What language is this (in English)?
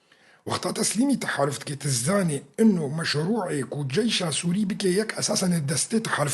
Kurdish